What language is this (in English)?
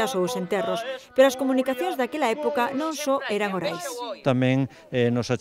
Galician